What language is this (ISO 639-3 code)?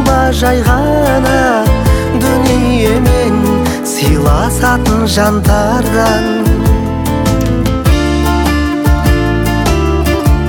kaz